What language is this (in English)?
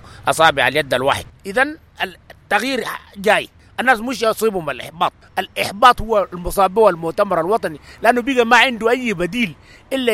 Sudanese Arabic